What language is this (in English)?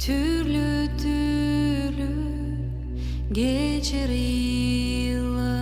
Gagauz